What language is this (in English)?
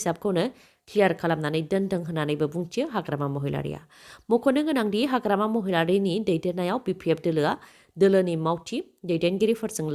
Bodo